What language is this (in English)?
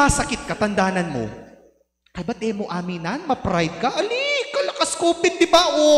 Pampanga